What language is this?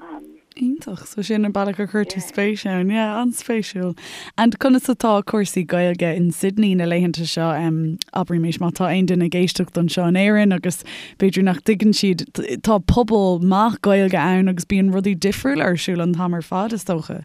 Irish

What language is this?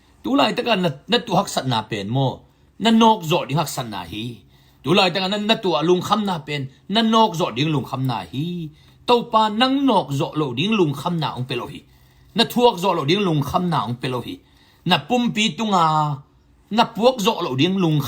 Tedim Chin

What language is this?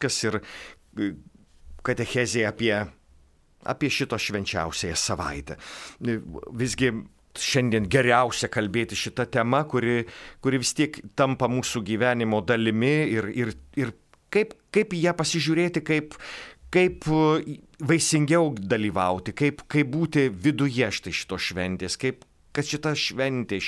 Lithuanian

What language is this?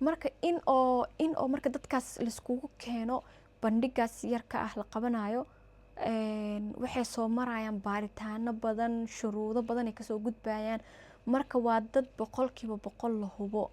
Somali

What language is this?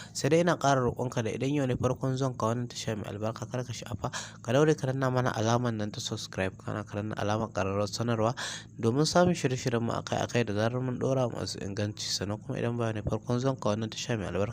Hausa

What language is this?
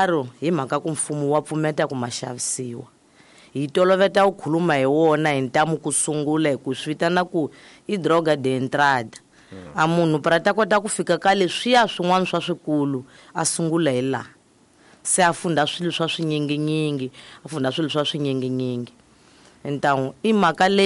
Tsonga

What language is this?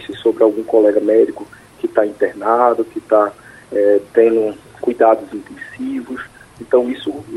Portuguese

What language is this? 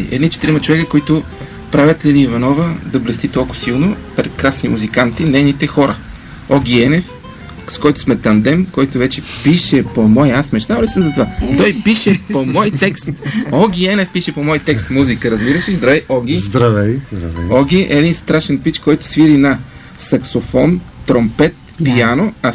Bulgarian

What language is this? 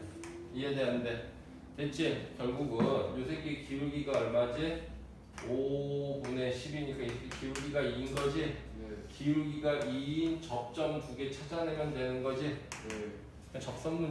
Korean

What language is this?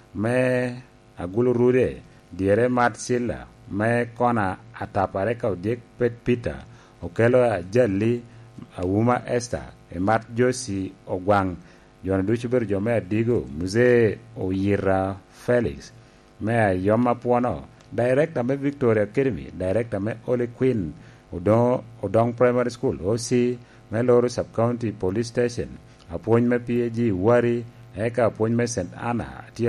Lango (Uganda)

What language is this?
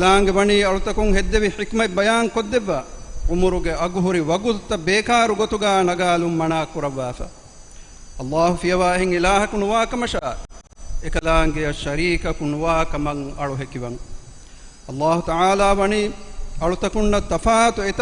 Divehi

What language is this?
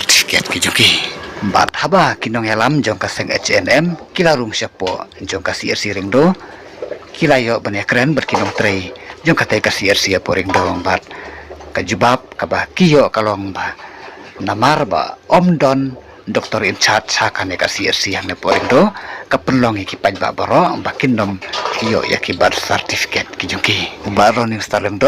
Khasi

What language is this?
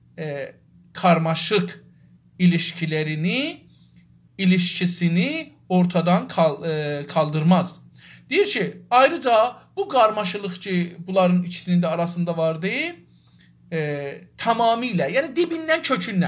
South Azerbaijani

